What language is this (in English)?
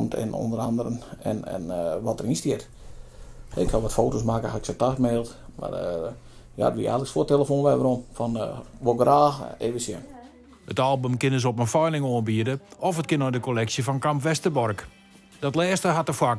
Western Frisian